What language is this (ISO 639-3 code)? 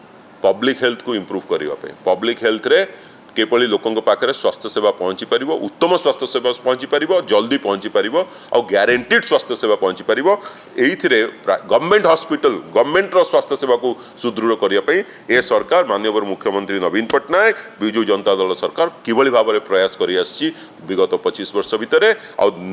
ori